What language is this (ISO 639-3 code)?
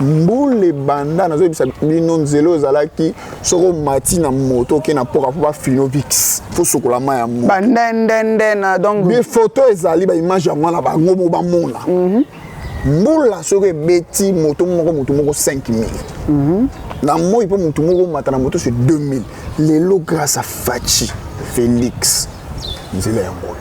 lin